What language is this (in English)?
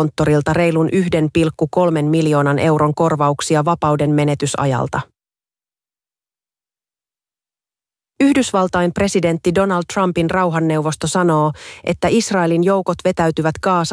Finnish